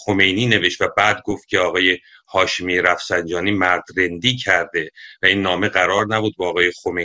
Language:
Persian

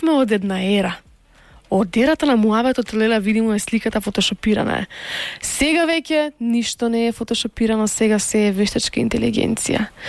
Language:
Macedonian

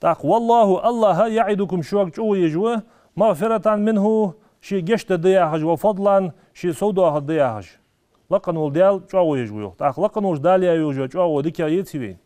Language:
Ingush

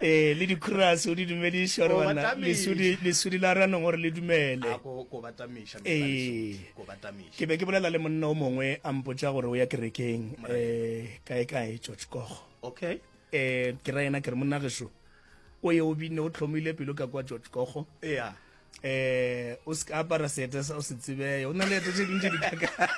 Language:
Northern Sotho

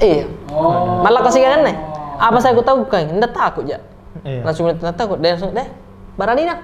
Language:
Makassar Malay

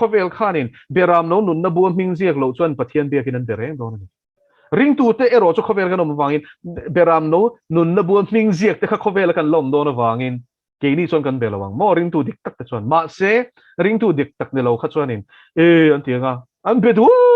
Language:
Mizo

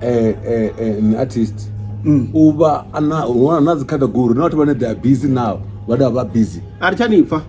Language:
Venda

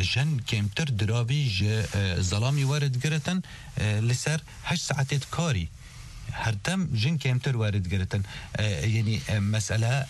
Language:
Kurdish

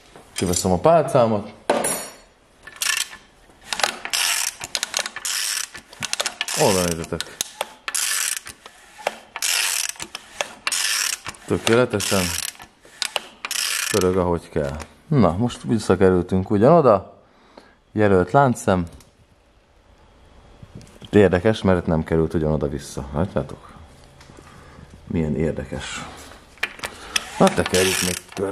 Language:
Hungarian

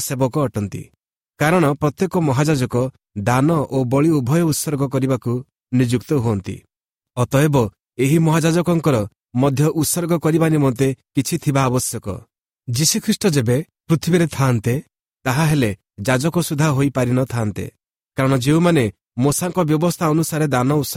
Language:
Odia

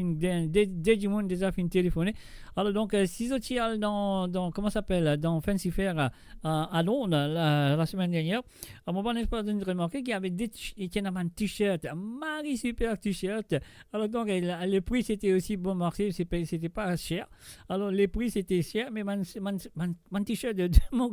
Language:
Morisyen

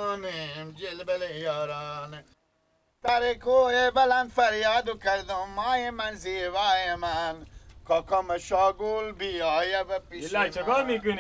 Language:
Persian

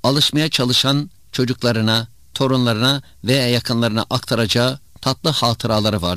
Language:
Turkish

